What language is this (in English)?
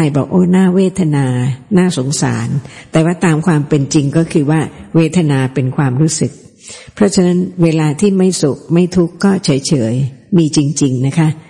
Thai